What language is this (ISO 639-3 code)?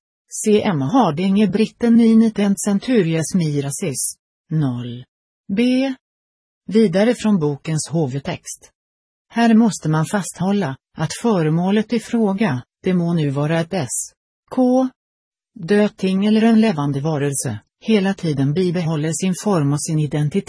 swe